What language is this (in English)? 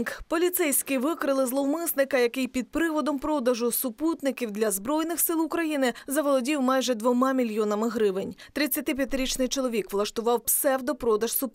Ukrainian